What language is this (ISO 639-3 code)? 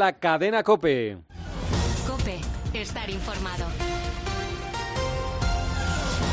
spa